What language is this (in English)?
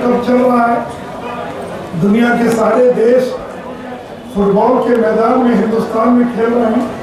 Hindi